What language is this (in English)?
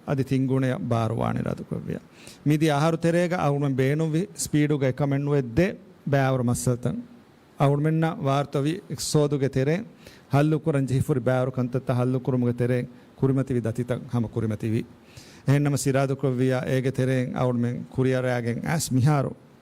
Divehi